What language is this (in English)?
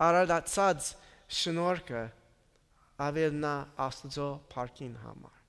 Armenian